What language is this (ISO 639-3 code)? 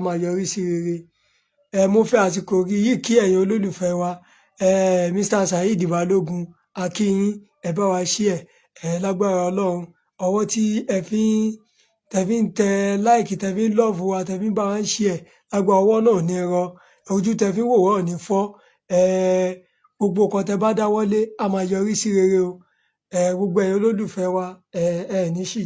yor